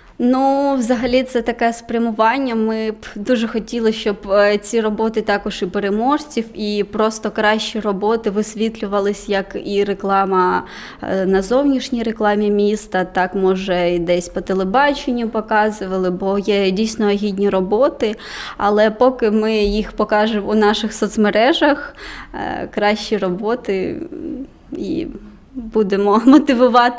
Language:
Ukrainian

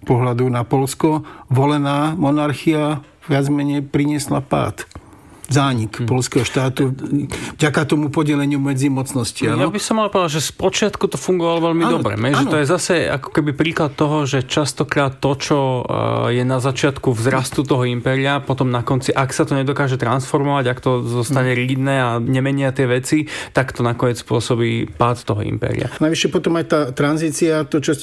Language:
Slovak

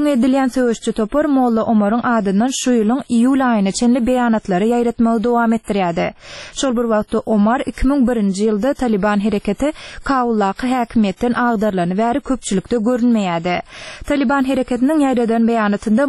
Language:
Turkmen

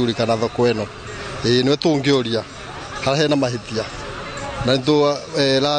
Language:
Kikuyu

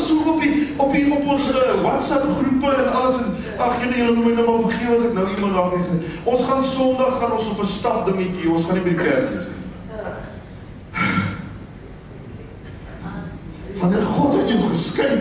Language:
Afrikaans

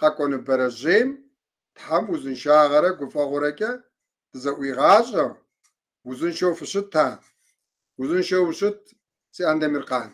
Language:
Kabardian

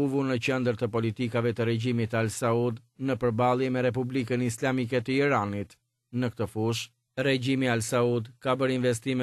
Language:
Albanian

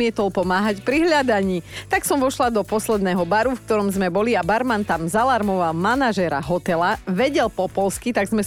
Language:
Slovak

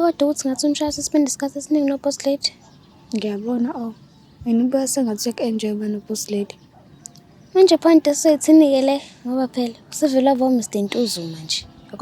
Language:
Zulu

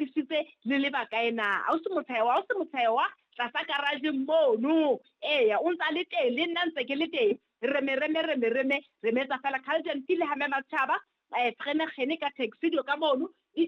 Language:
Southern Sotho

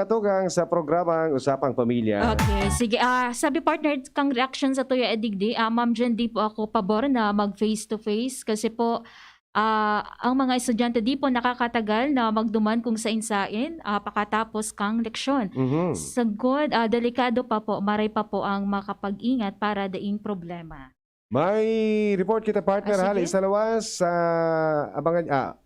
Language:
Bikol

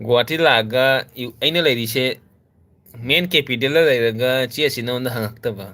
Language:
Manipuri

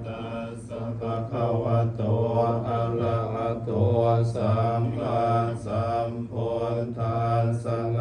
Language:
Pali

